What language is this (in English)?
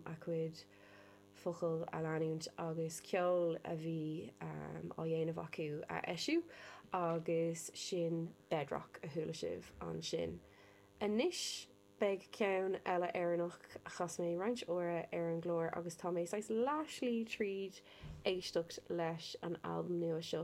Irish